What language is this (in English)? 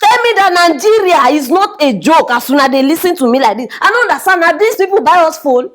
Nigerian Pidgin